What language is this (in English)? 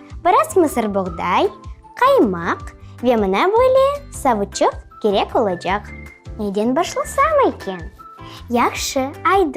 Crimean Tatar